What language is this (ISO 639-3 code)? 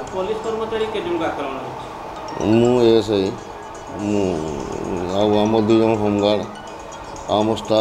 ori